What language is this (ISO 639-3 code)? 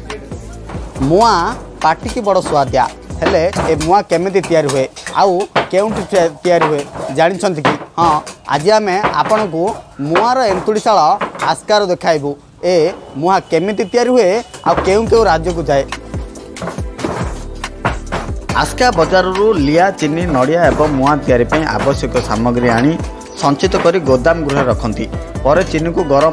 ori